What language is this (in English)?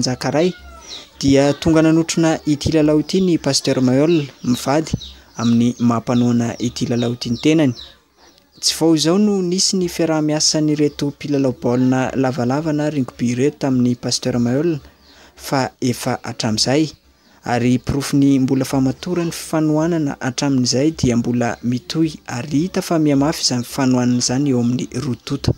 Malagasy